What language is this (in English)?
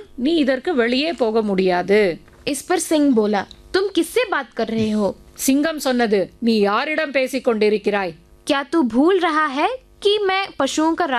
Tamil